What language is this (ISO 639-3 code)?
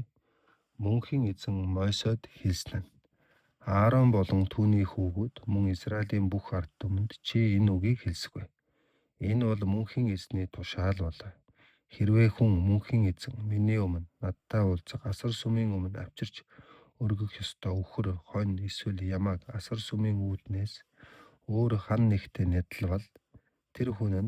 mon